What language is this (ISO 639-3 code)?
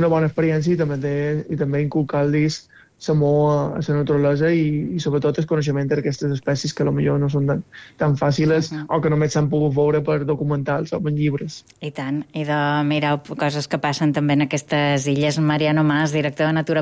cat